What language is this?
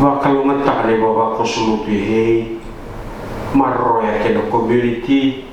Fijian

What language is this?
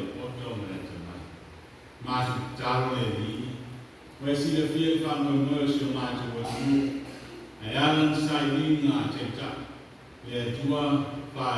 Samoan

